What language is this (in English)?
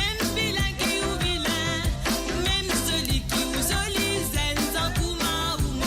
Morisyen